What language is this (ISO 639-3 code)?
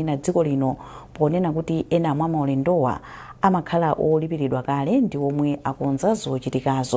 nya